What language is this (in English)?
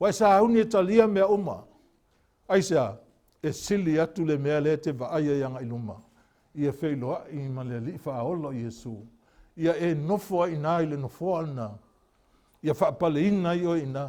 Samoan